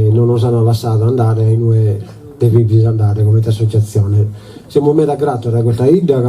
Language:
Sardinian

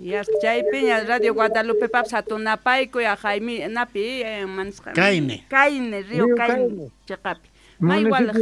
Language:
South Bolivian Quechua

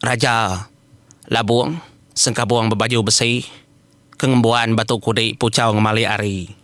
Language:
Iban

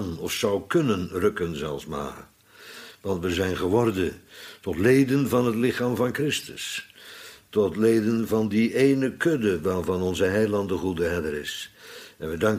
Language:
Dutch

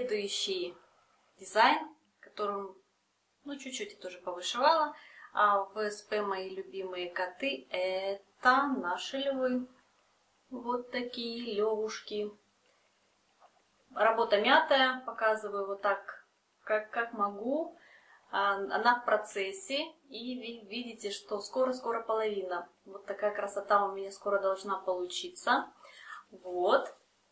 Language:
Russian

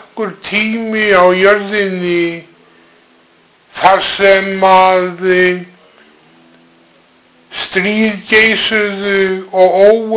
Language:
Icelandic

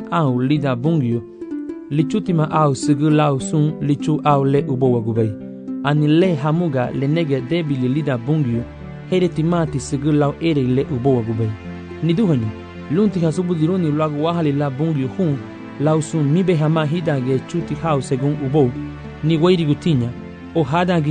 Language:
Garifuna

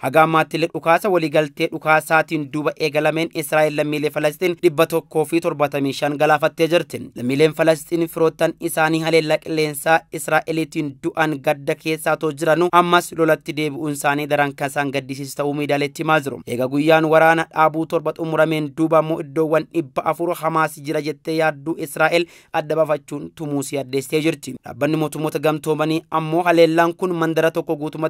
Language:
Oromo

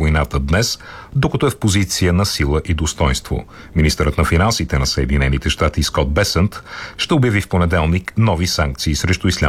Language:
Bulgarian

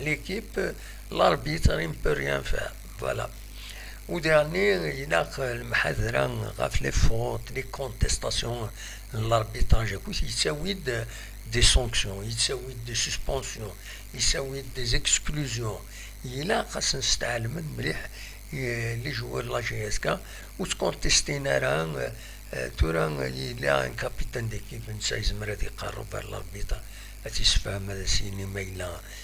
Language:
Kabyle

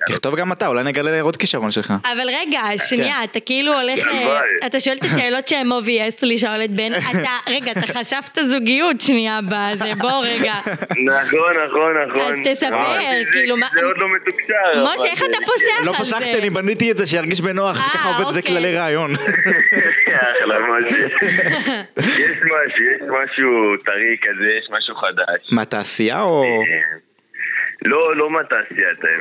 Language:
Hebrew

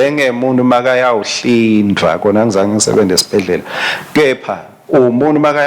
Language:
Swati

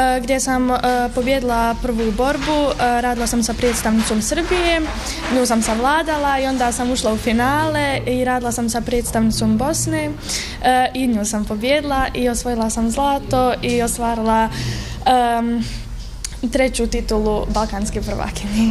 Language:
Bosnian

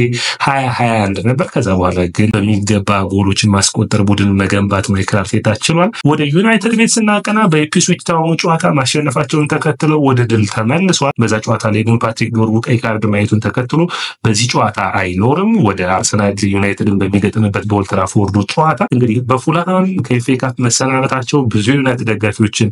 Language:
Amharic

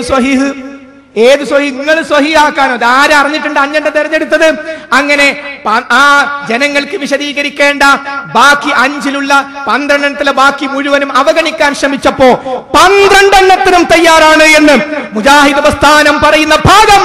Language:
Malayalam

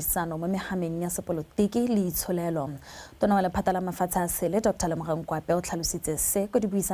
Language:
Tswana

